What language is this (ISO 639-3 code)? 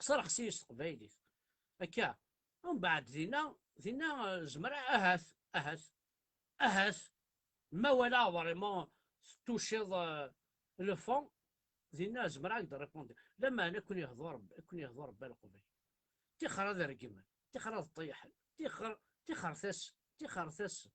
kab